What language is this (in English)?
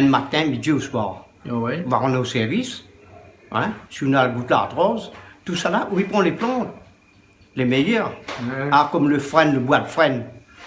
Réunion Creole French